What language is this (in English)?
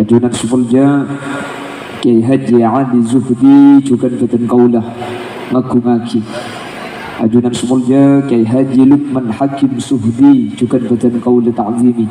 Madurese